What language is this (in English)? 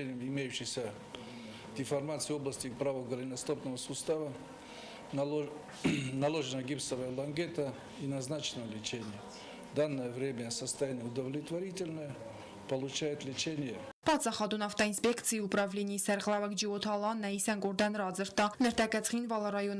Ossetic